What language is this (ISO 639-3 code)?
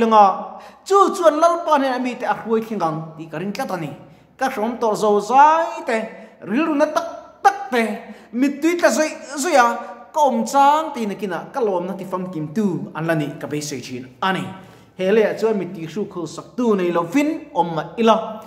lus